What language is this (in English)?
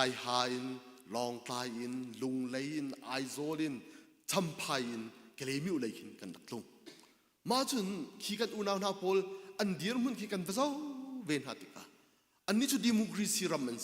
Hakha Chin